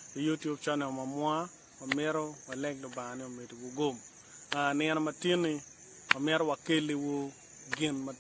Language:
Acoli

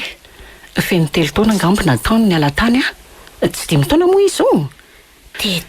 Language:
Malagasy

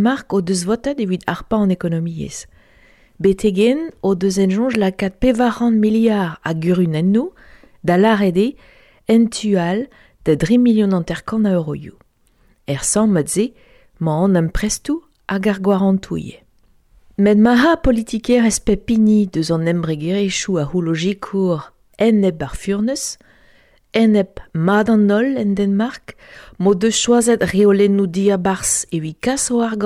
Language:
Breton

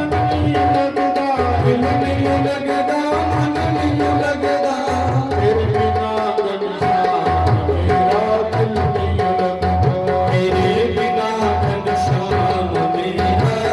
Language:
Dogri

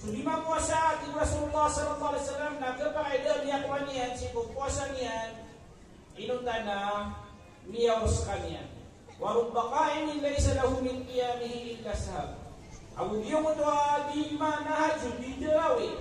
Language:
Maranao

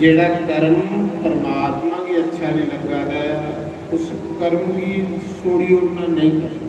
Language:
Dogri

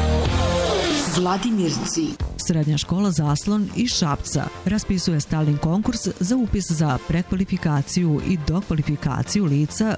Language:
Serbian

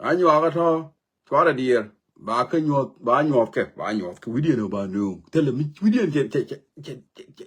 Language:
Nuer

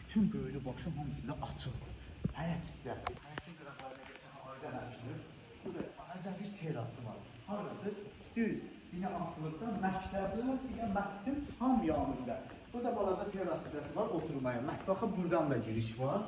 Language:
Azerbaijani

